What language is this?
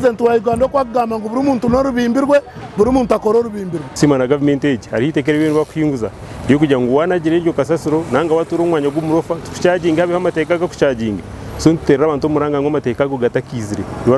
Nyankole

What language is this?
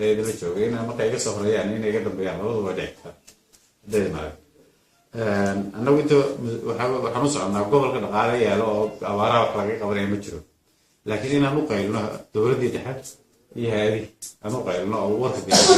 Somali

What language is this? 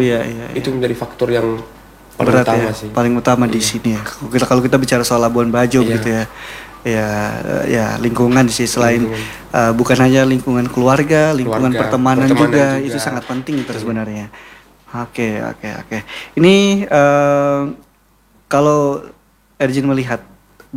Indonesian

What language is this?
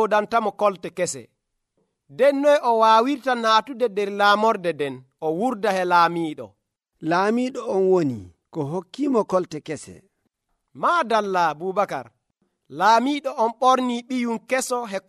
Nigerian Fulfulde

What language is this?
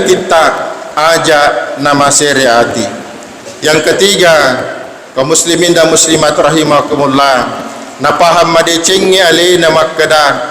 Buginese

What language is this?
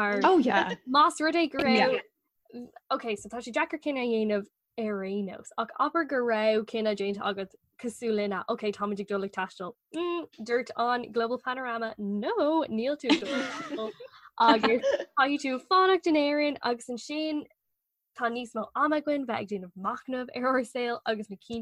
Irish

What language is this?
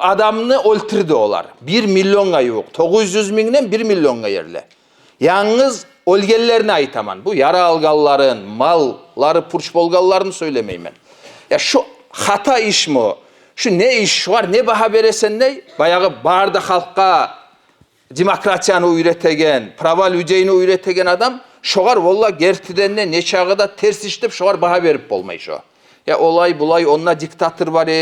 Kumyk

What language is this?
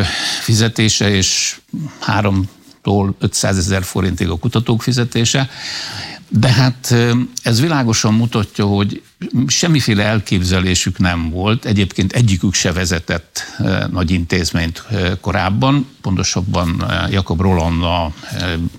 Hungarian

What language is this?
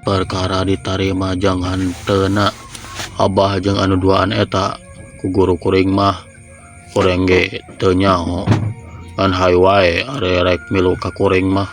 Sundanese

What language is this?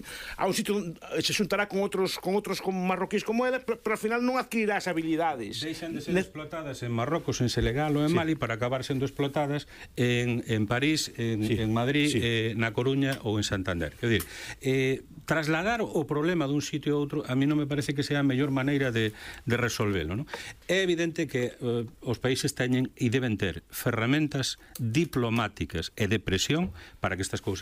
Galician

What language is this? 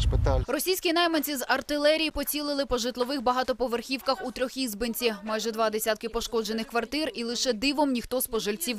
Ukrainian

